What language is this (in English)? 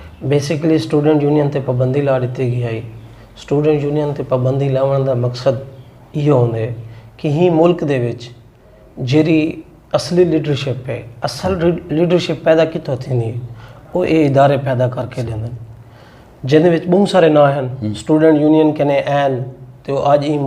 Saraiki